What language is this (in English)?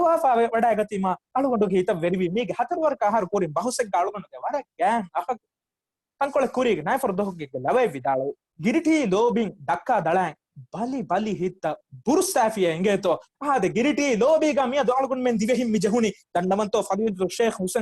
Divehi